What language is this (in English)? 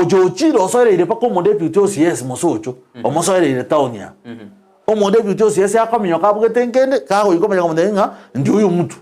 Gusii